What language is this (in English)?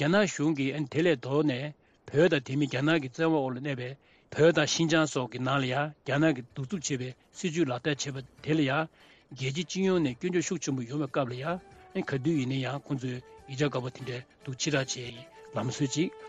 Tibetan